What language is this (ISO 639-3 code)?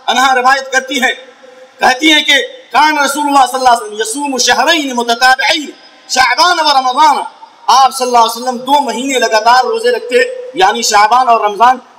urd